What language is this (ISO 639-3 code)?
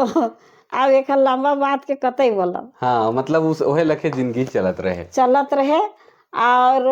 sck